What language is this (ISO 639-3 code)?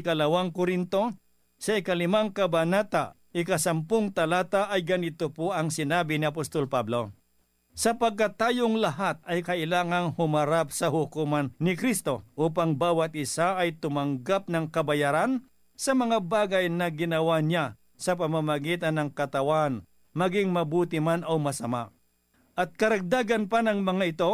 fil